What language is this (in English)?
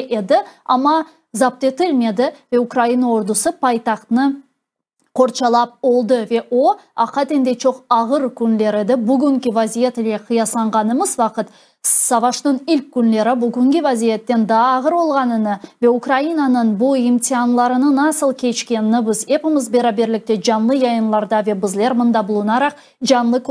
Crimean Tatar